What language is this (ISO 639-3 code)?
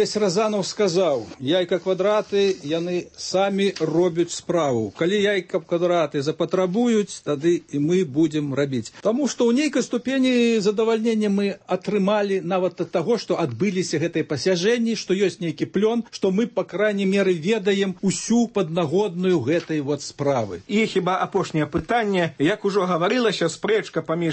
bel